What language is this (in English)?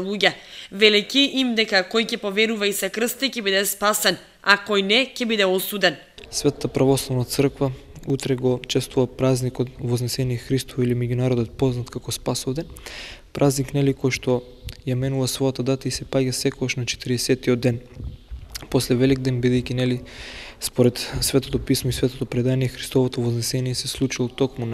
Macedonian